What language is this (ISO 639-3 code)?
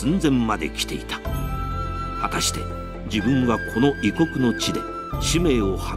jpn